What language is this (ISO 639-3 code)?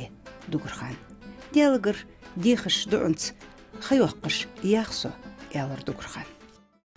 inh